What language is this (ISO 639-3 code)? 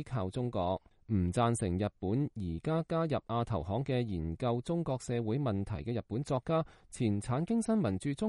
yue